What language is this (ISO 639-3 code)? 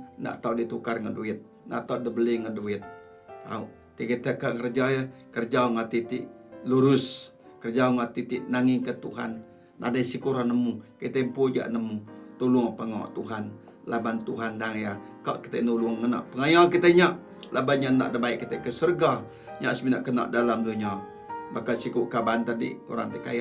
iba